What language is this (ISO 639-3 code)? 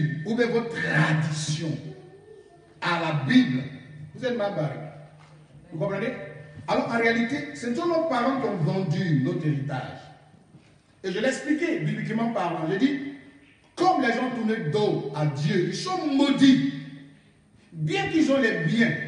fra